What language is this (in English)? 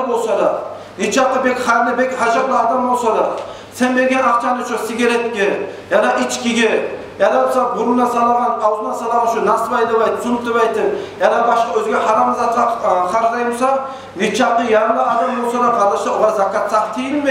Kumyk